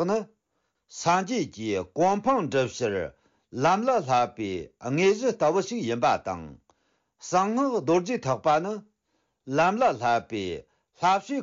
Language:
Tibetan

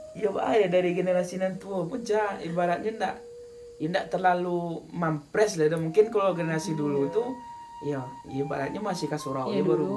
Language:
Minangkabau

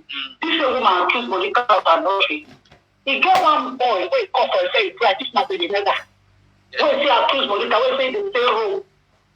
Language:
Nigerian Pidgin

